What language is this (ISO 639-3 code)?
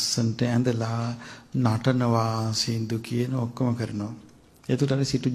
sin